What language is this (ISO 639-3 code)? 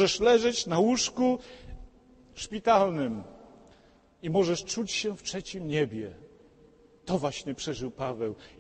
pol